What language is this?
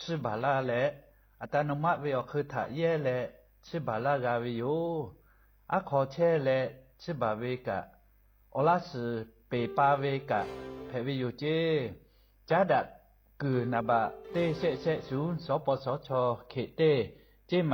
Lahu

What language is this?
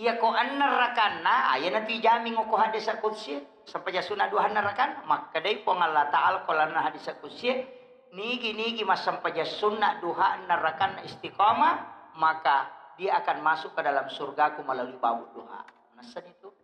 Buginese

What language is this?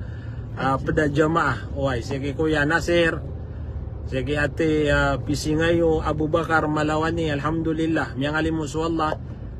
Maranao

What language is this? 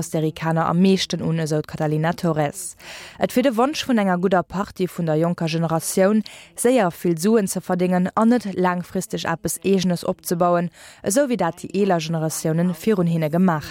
Luxembourgish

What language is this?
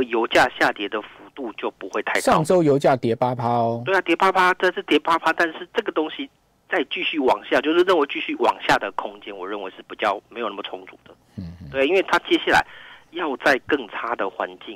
Chinese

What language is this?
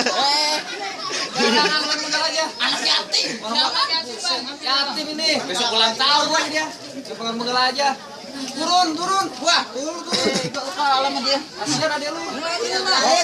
Betawi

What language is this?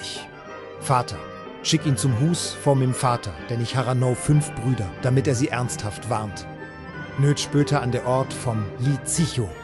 Swiss German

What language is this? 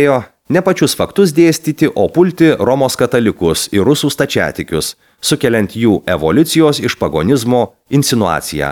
Lithuanian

